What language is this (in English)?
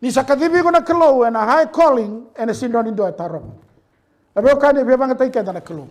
Fijian